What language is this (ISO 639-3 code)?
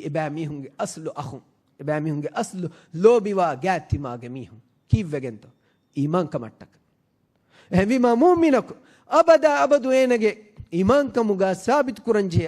div